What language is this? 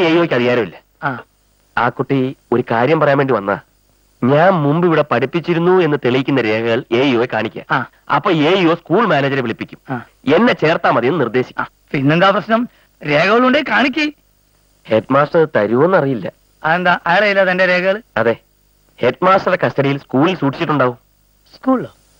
Malayalam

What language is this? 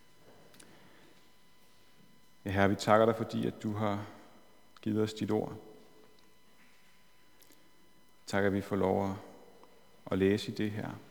Danish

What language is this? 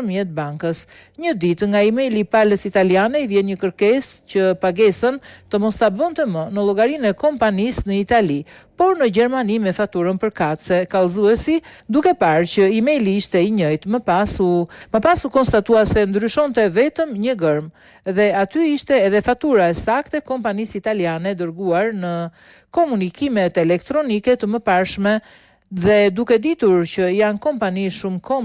Albanian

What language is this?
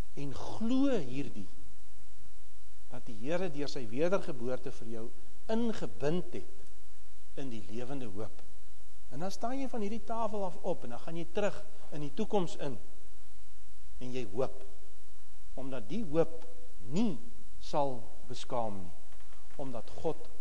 Afrikaans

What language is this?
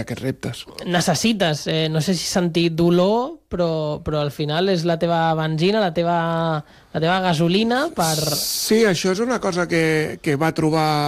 Catalan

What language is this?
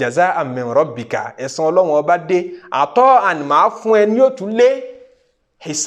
Yoruba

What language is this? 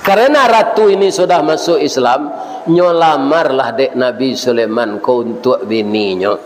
Minangkabau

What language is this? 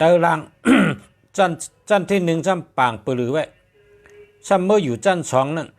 Shan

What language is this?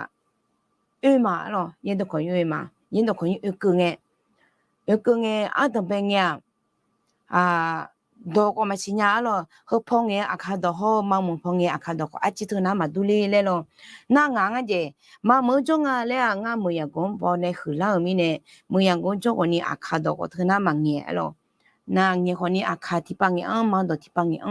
Akha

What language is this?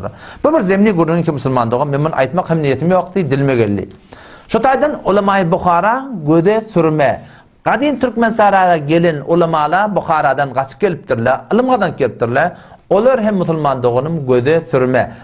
Turkmen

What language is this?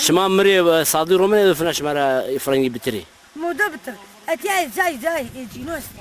Zaza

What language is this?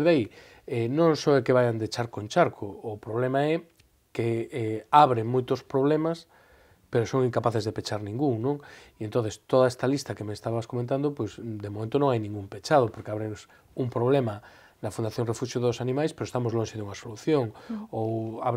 Galician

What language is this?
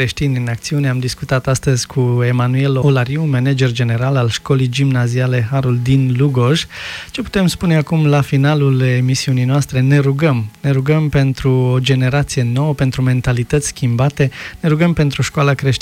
Romanian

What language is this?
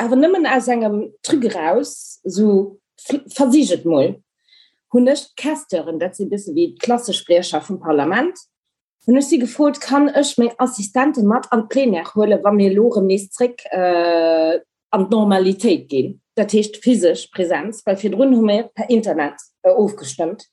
Luxembourgish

